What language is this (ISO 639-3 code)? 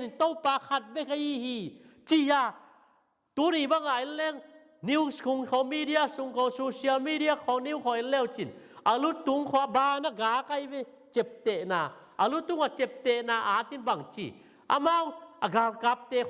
ctd